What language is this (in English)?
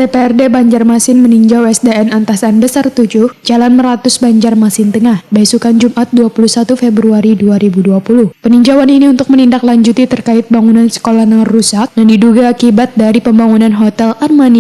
Banjar